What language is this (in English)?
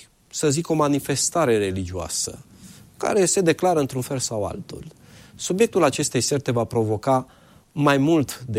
Romanian